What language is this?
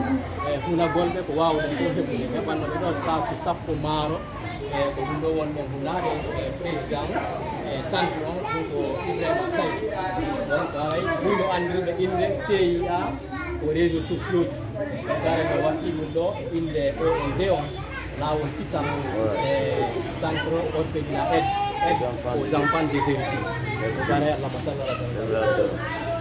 Pular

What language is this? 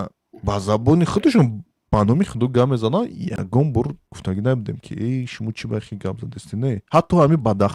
Tajik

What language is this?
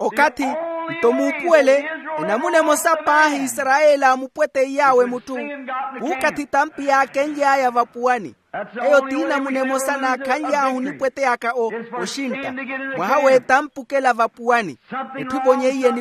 Makhuwa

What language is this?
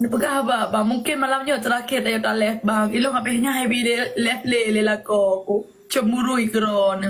Achinese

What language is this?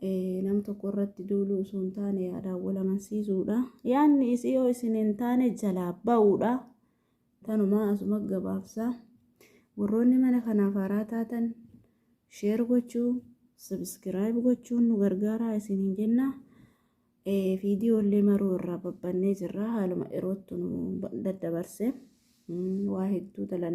Oromo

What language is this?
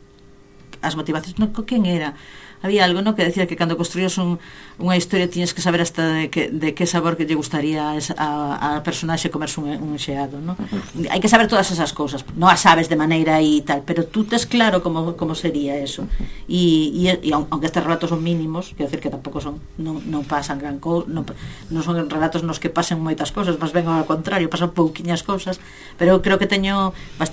Galician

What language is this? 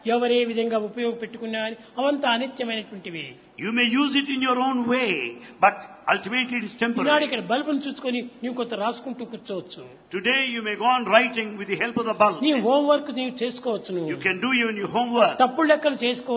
Telugu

